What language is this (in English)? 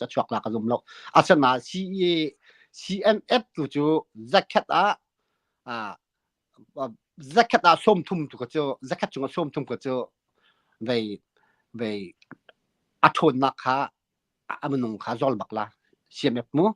Hakha Chin